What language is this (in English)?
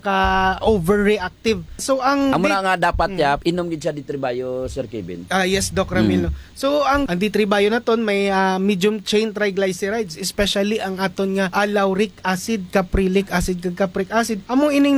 Hiligaynon